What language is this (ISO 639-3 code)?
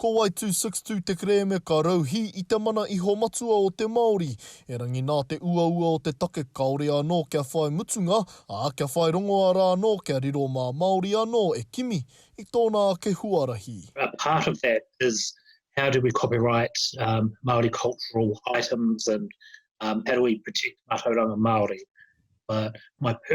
mri